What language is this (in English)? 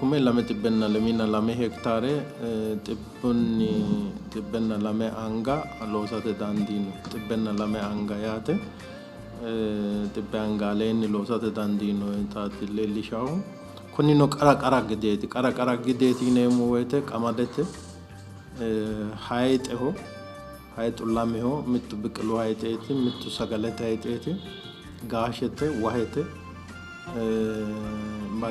Sidamo